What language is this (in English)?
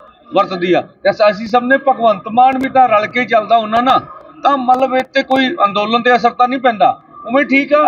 Punjabi